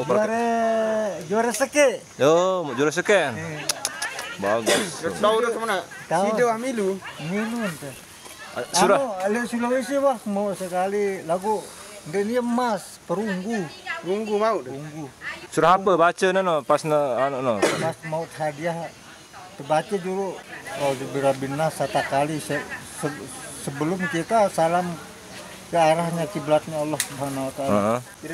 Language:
Sasak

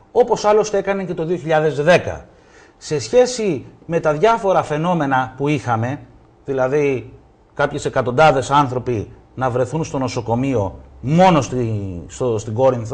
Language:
Greek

